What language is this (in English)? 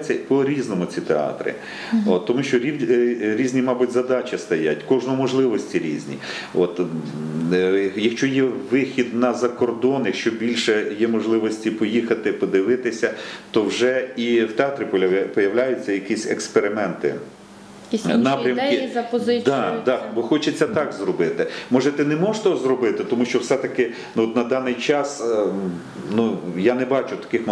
Ukrainian